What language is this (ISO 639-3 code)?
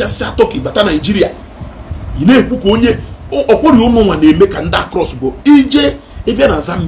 ibo